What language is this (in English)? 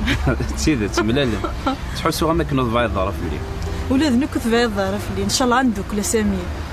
Kabyle